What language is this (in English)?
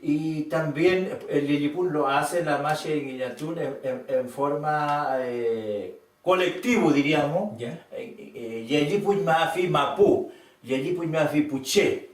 Mapuche